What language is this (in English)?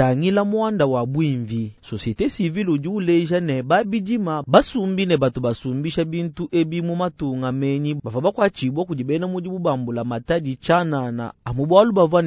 Luba-Lulua